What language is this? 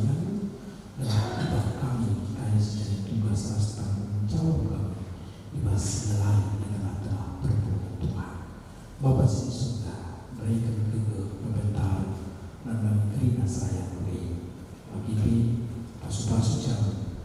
Batak Karo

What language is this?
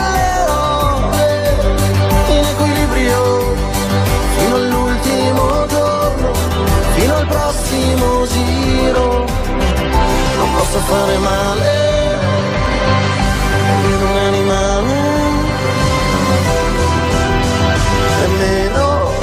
Italian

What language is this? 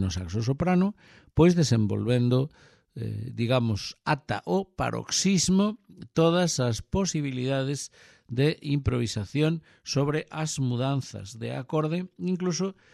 Galician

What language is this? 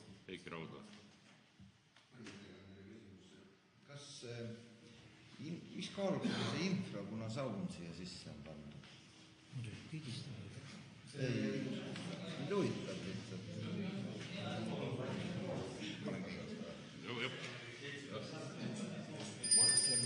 Estonian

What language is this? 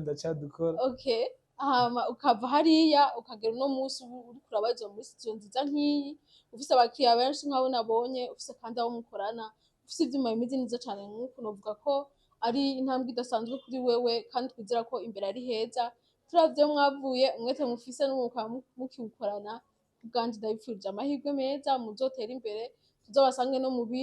Rundi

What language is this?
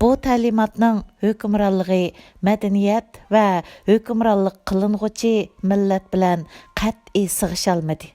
Uyghur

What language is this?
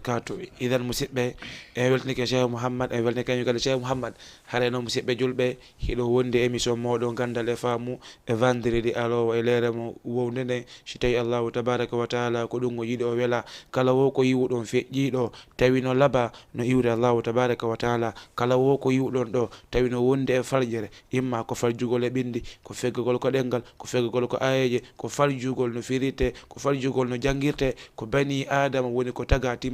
Fula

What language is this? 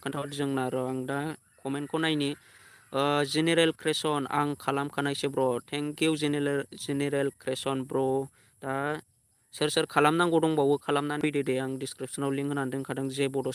Bodo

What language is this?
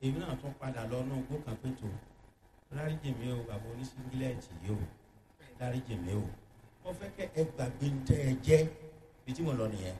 Yoruba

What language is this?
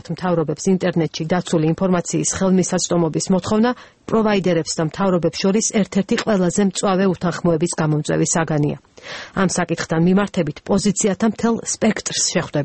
Georgian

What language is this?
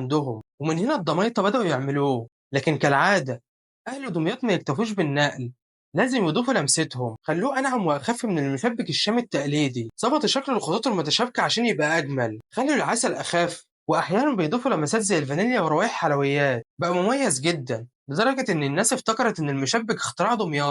Egyptian Arabic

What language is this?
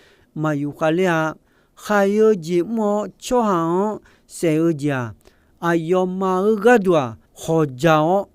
Akha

